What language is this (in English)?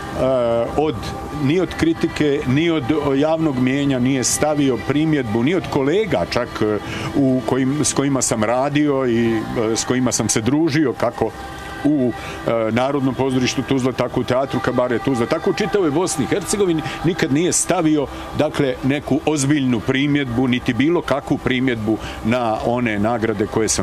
Bosnian